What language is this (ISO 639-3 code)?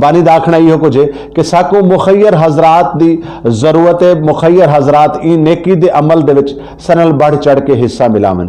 skr